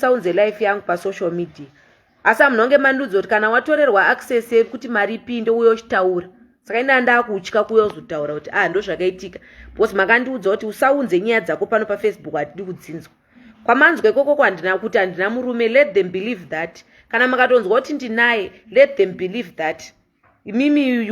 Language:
Shona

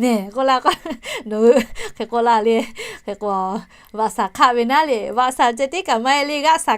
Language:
Lahu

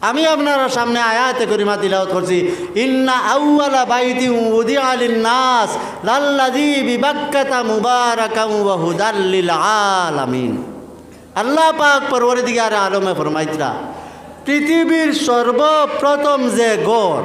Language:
Sylheti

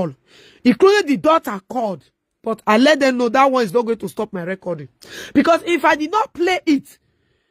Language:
Nigerian Pidgin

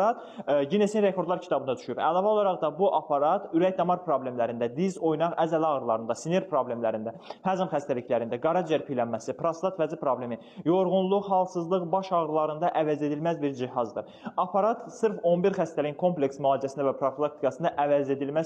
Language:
Azerbaijani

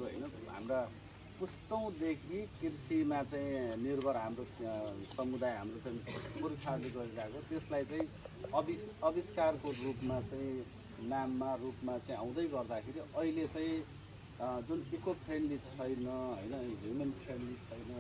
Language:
Nepali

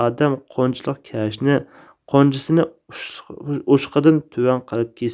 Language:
Uyghur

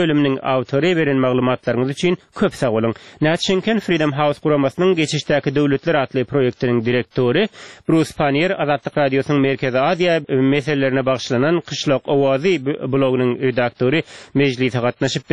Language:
Turkmen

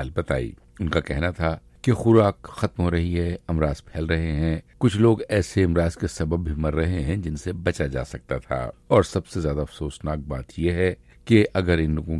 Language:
Urdu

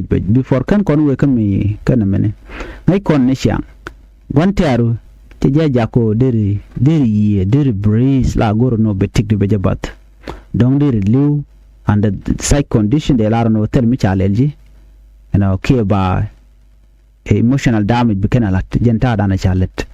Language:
Nuer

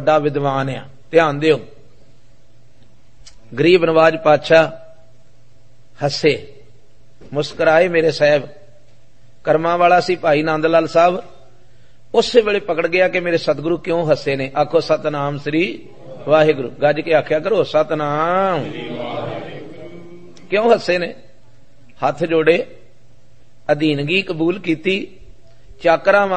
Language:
Punjabi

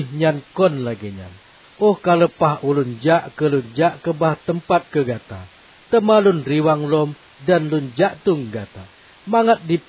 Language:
Achinese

